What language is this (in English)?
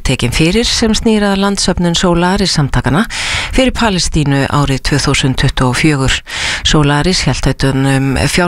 Icelandic